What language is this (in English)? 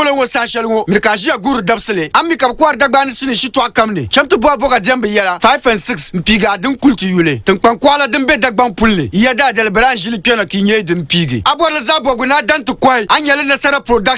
Dagbani